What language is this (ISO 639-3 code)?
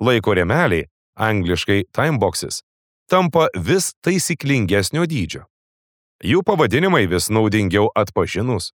lit